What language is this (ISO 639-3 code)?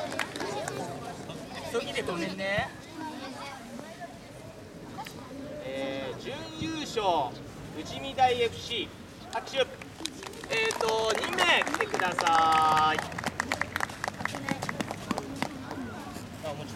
jpn